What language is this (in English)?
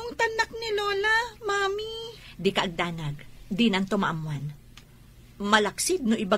Iloko